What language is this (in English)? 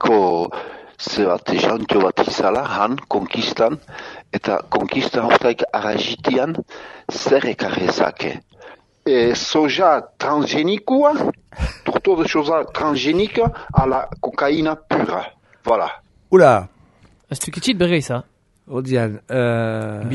Basque